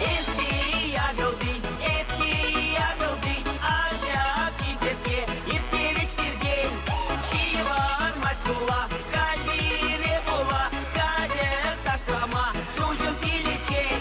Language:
Chuvash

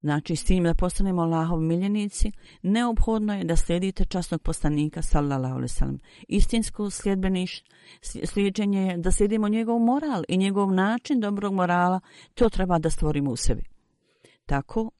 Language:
Bosnian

